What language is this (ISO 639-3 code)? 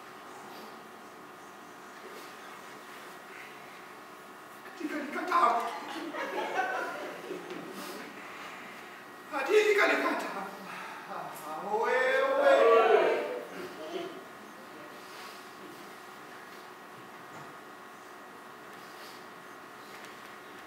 fra